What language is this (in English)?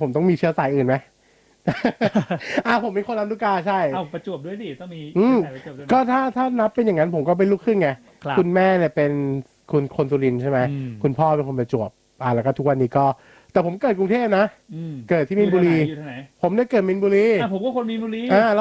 Thai